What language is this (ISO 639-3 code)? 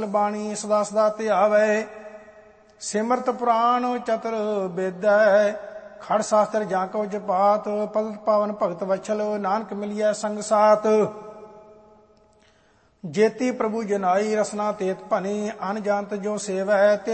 pan